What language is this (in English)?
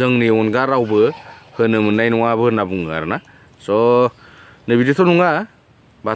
Bodo